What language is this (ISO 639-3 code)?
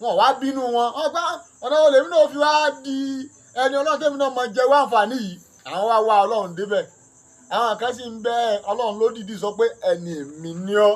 yor